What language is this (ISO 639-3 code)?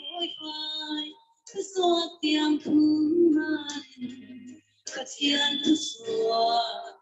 cfm